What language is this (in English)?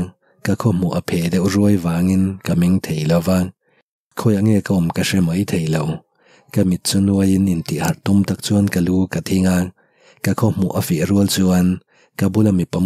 Mizo